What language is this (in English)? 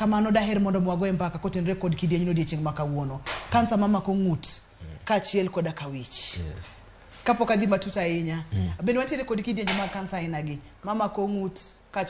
Luo (Kenya and Tanzania)